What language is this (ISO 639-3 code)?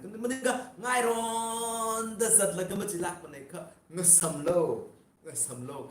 nmf